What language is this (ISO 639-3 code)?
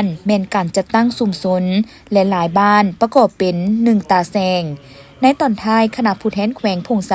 lao